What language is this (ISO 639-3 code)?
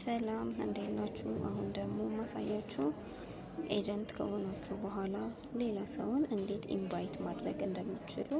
amh